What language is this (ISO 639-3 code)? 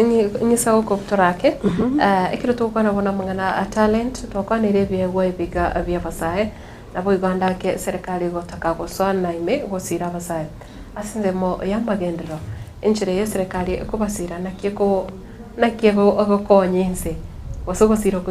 guz